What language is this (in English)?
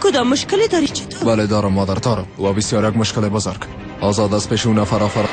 Persian